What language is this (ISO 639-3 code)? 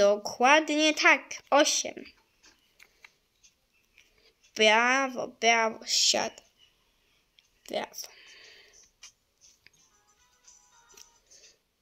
pol